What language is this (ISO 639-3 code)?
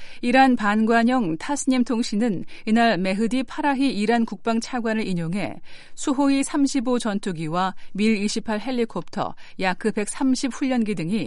kor